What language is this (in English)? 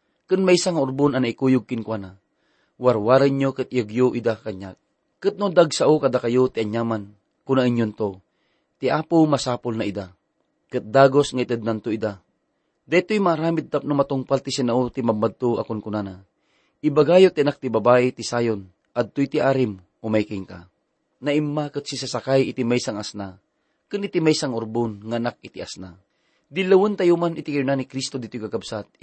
Iloko